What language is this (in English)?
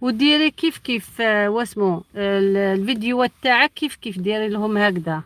Algerian Arabic